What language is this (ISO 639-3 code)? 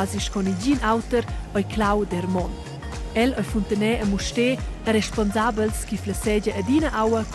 roh